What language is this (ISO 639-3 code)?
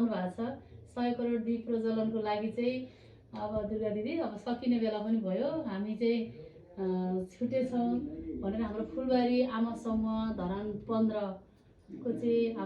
nep